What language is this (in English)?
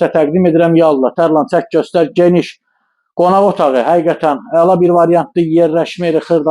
Azerbaijani